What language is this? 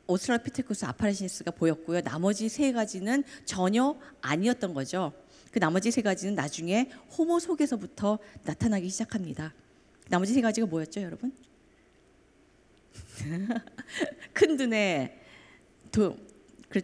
Korean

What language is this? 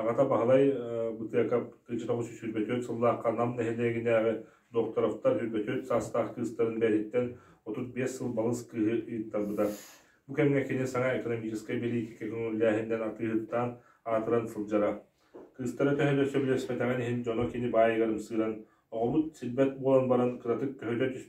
Yakut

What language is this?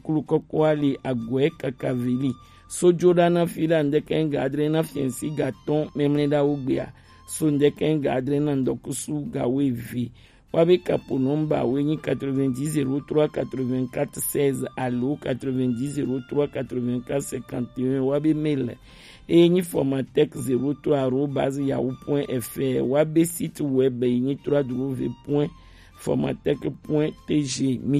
Gen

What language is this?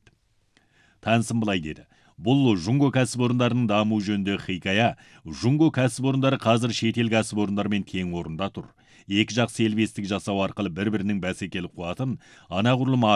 Kazakh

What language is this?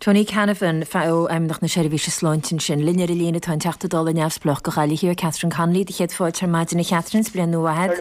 Irish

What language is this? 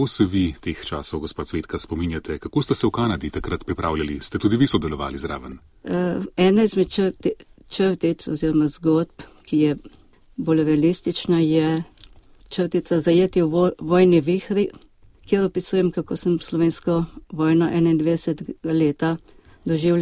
Slovenian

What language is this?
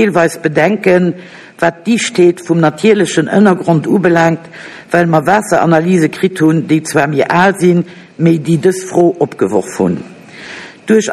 Luxembourgish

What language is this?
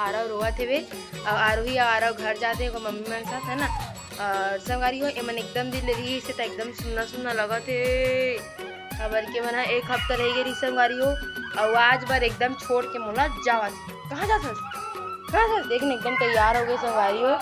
Chhattisgarhi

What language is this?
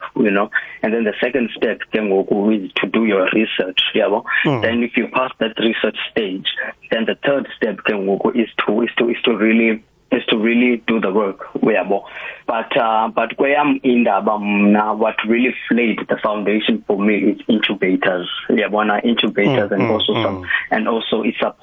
South Ndebele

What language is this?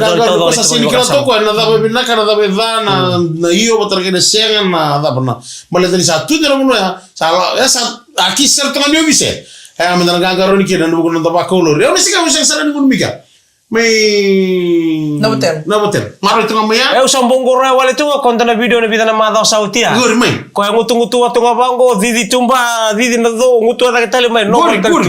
Fijian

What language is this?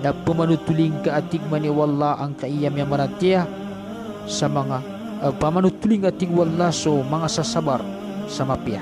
Maranao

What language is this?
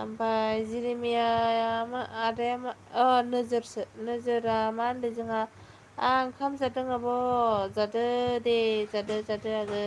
Bodo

